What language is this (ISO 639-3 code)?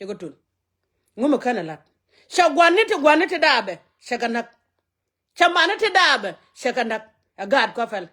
nus